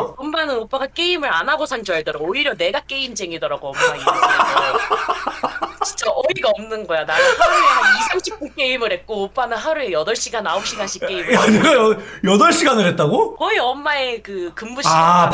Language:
Korean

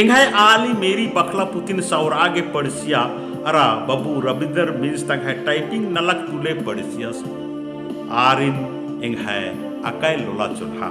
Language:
Kurukh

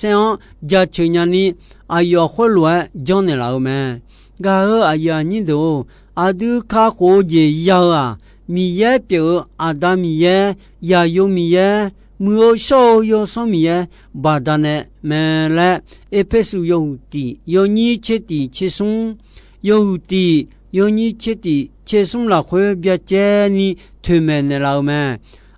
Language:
Akha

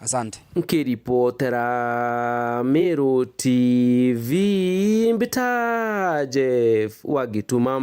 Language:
Meru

